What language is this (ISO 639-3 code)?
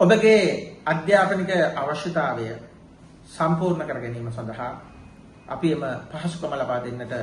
sin